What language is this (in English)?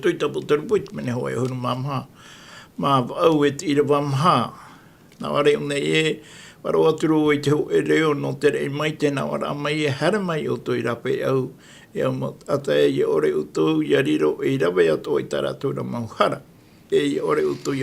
Tahitian